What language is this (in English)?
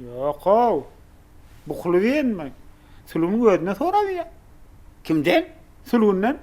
Turkmen